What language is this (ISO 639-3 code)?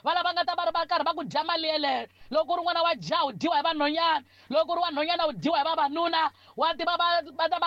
tso